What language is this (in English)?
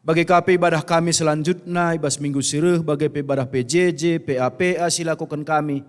Batak Karo